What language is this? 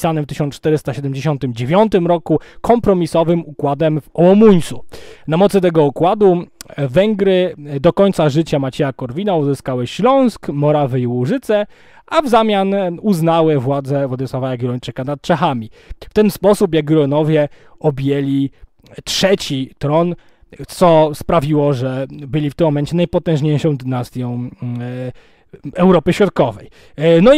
Polish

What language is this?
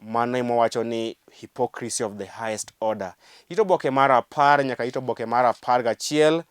Luo (Kenya and Tanzania)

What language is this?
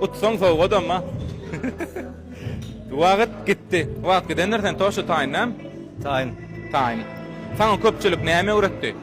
Turkmen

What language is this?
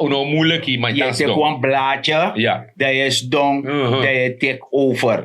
Sranan Tongo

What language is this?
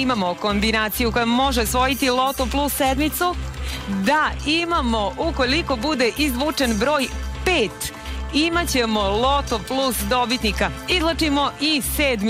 Serbian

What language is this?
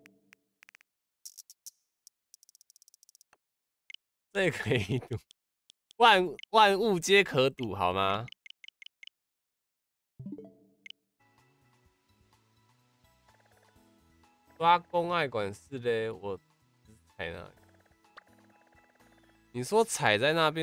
Chinese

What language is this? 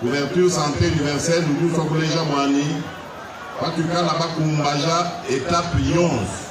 Luba-Lulua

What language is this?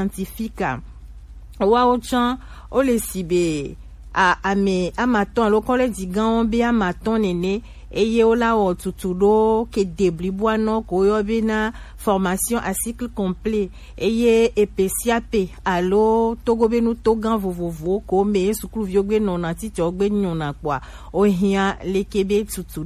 Gen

